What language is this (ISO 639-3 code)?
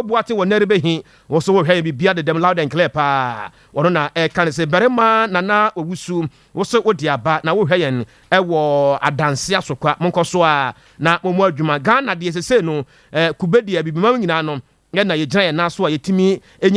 aka